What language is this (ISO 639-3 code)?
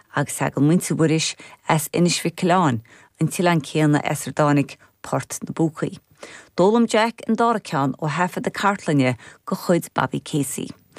gle